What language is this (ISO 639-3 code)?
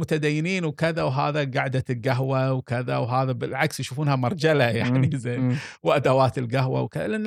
afb